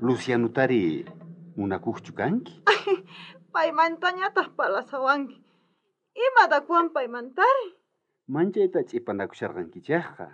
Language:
South Bolivian Quechua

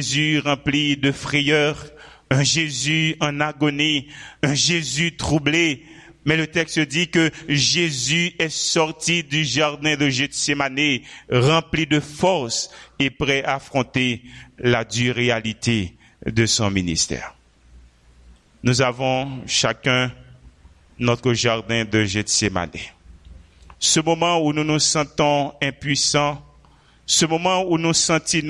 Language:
French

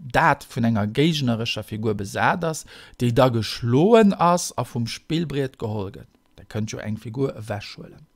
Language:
Luxembourgish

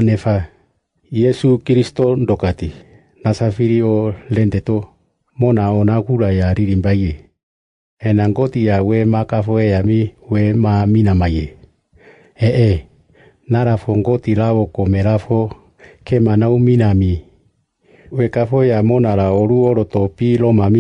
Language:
Siane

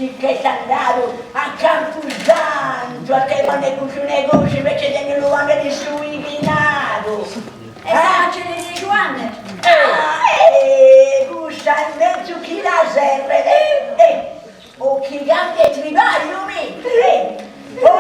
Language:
Sardinian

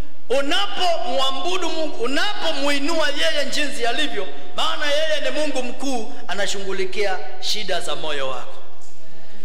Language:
Swahili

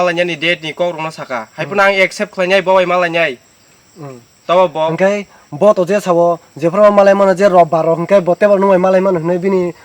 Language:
Kok Borok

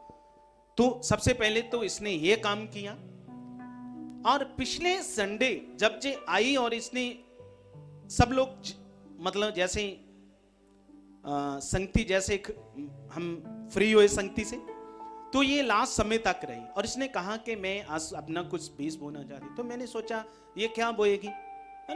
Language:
Hindi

